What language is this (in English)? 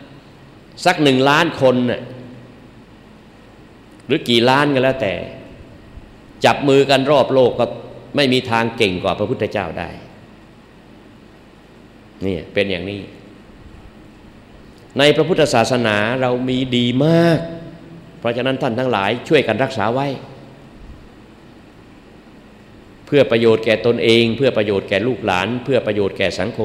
Thai